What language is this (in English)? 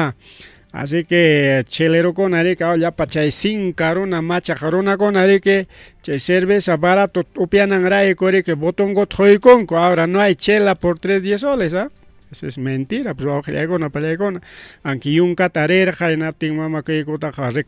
Ayacucho Quechua